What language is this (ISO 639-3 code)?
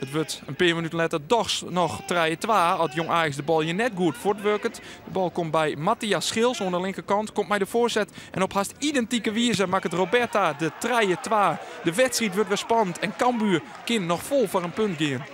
fry